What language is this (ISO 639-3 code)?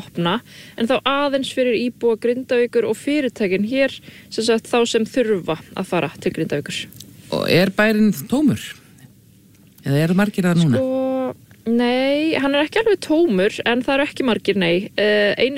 isl